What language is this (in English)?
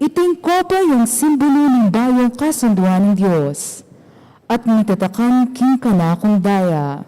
Pampanga